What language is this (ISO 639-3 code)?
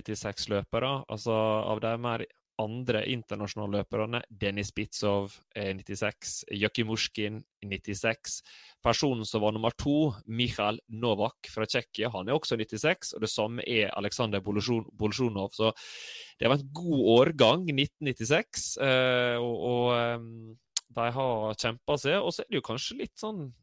nor